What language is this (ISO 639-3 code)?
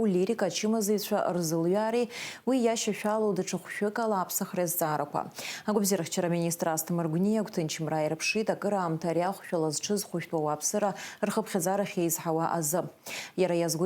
abk